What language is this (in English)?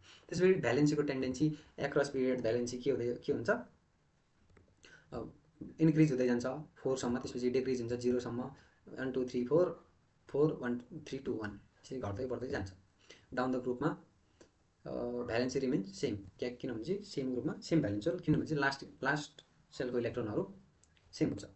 Nepali